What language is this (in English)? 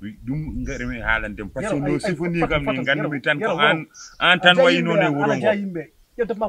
Fula